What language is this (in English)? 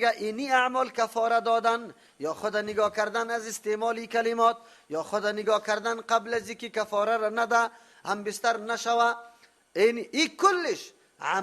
Persian